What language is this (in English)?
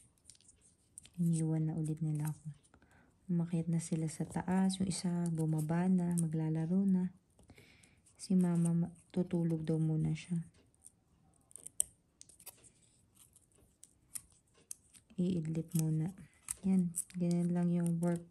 Filipino